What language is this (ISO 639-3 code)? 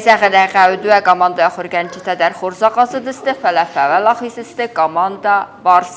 oss